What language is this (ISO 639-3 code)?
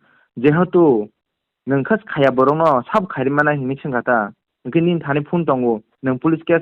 trp